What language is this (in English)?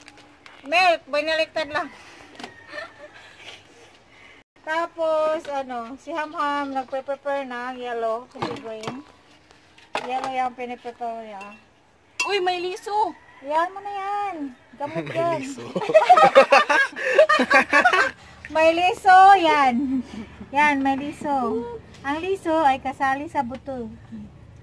Filipino